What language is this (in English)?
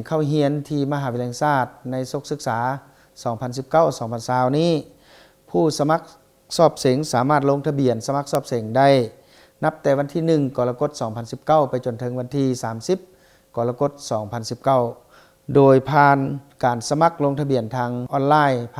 Lao